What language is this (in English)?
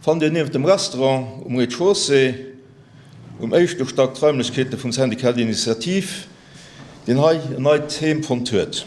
Luxembourgish